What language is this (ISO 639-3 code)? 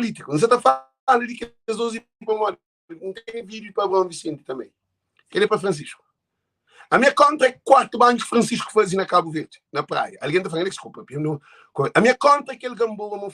kea